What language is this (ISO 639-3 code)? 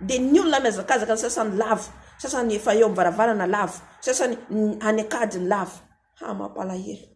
mlg